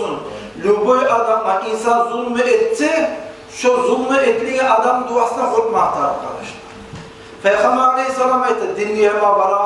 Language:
Kumyk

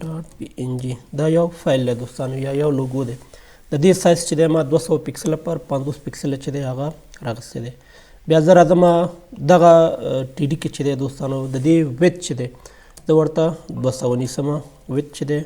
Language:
Pashto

